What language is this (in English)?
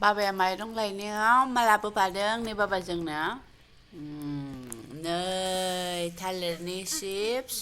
Bodo